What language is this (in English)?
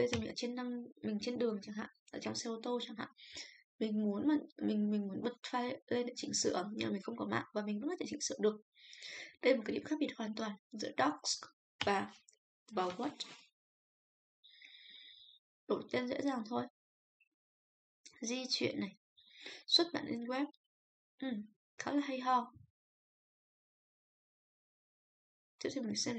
Vietnamese